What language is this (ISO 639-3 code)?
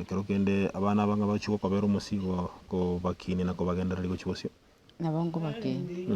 guz